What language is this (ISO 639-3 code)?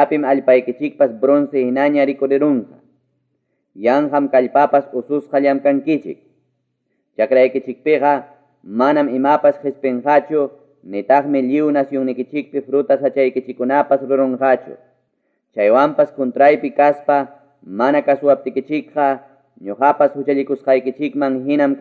quy